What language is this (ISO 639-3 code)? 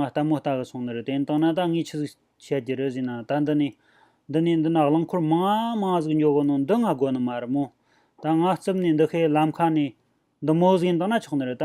bod